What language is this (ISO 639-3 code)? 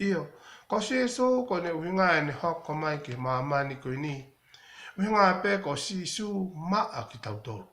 ton